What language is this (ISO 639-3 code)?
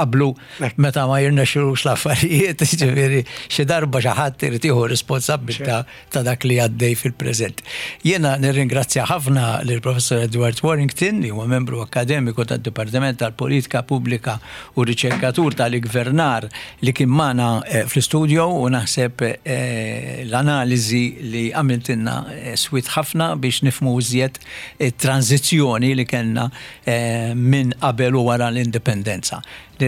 mlt